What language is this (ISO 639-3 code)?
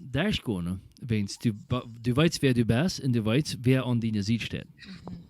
pdt